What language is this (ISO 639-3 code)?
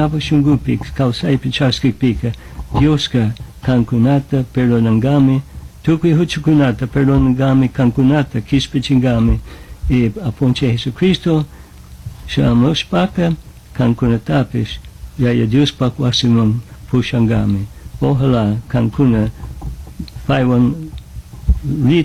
qug